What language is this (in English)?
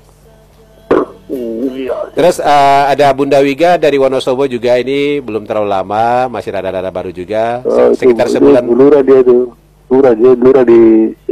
Indonesian